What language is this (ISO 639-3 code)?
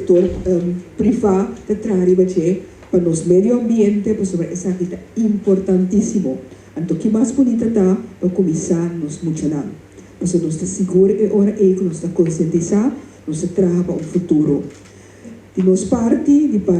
pap